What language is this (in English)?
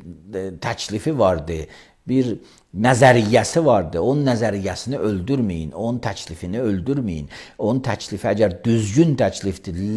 Azerbaijani